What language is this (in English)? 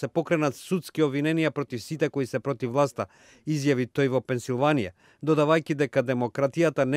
Macedonian